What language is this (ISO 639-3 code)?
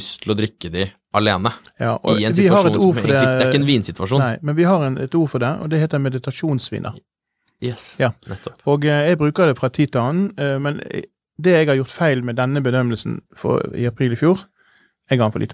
nor